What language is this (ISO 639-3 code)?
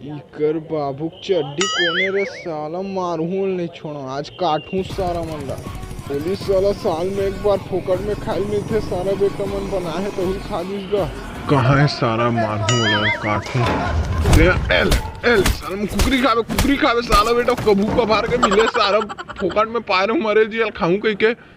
hne